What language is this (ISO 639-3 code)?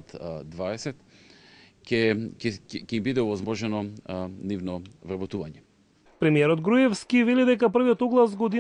mkd